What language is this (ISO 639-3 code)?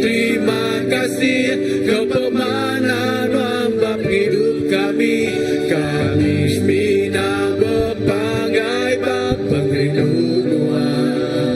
iba